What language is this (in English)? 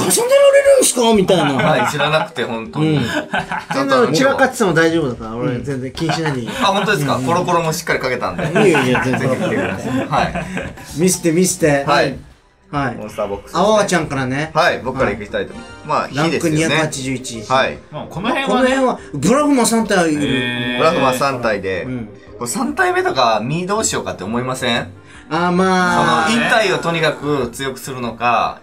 Japanese